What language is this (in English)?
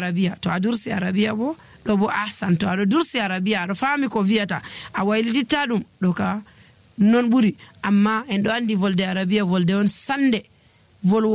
Nigerian Fulfulde